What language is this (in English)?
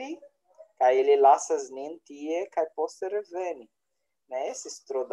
Esperanto